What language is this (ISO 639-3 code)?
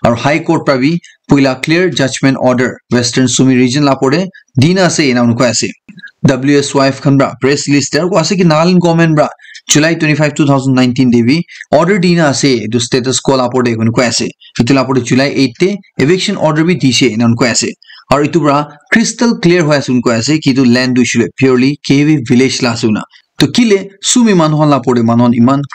nag